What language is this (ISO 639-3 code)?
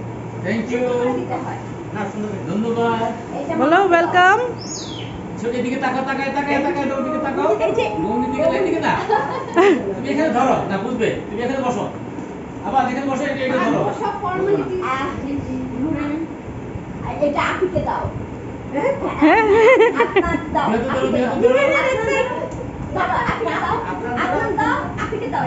ben